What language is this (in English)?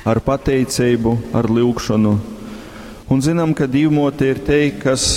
Latgalian